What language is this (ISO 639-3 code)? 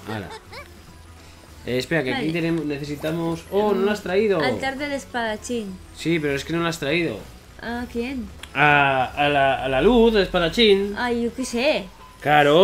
spa